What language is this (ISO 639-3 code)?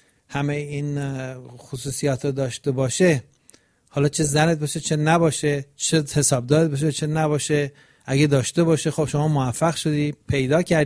fas